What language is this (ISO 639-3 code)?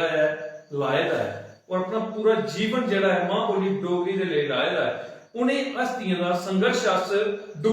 doi